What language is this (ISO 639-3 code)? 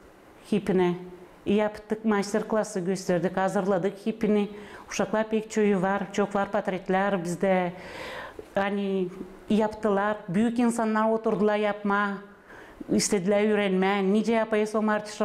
gag